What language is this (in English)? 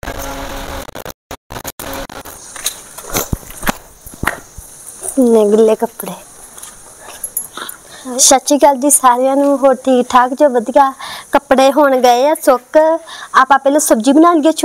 Punjabi